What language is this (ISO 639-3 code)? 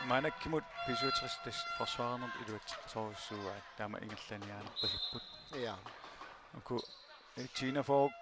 kal